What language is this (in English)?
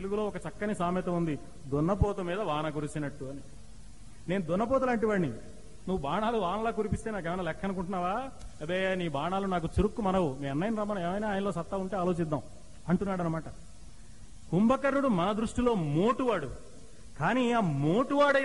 Telugu